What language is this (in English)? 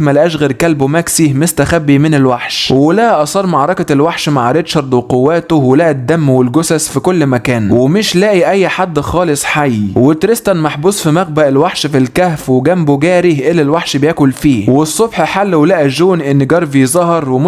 Egyptian Arabic